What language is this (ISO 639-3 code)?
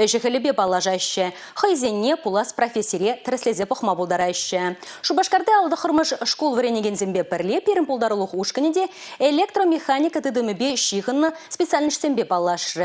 chv